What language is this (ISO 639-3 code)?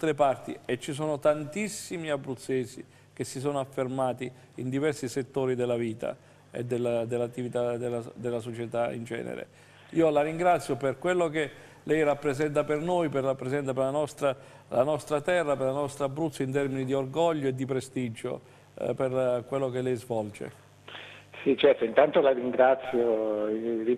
ita